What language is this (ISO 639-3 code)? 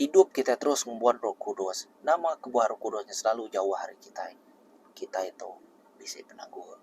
iba